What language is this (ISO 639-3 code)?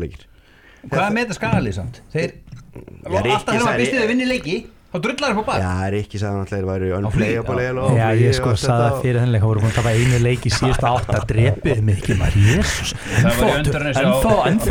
isl